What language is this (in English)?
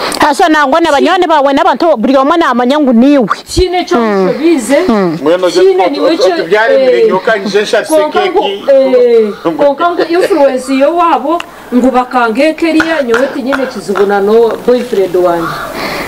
Nyankole